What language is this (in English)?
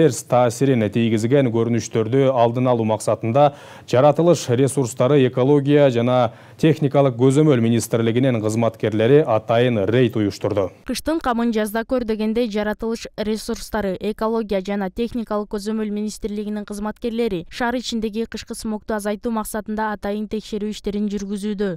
Kyrgyz